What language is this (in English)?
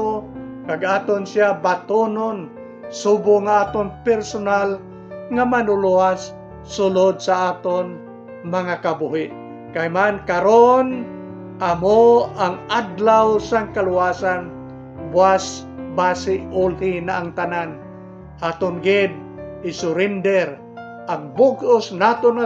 Hiligaynon